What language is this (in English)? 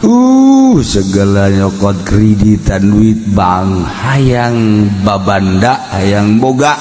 Sundanese